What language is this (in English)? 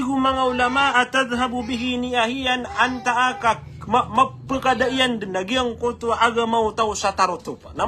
Maranao